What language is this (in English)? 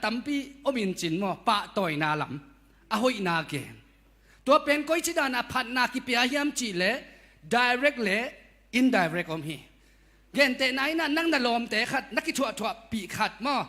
Tedim Chin